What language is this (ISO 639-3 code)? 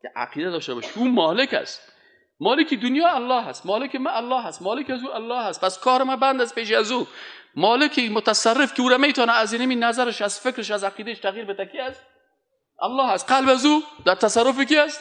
fas